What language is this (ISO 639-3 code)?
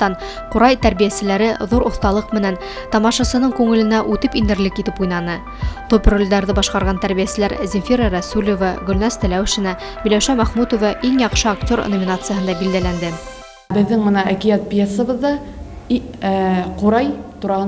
bak